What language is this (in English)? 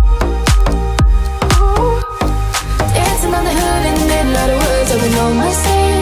English